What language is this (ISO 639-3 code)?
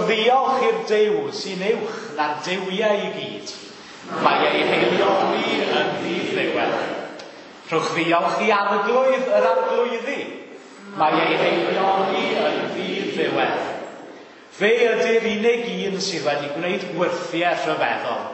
cym